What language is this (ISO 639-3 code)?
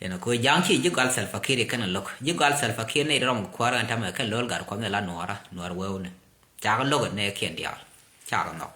nus